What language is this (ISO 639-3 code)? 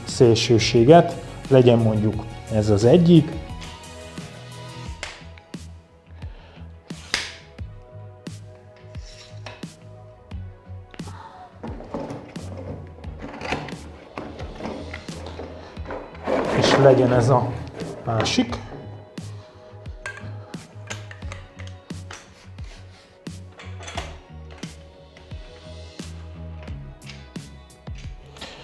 hun